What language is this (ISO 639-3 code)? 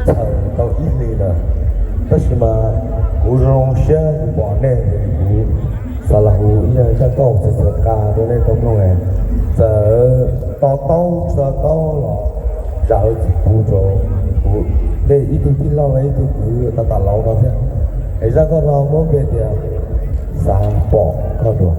hmn